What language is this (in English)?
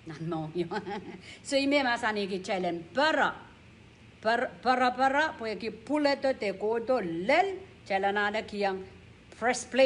Pohnpeian